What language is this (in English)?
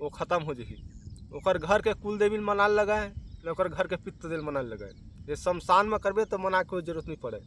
Chhattisgarhi